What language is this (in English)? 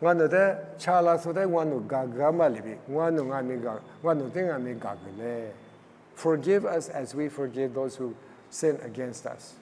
Lisu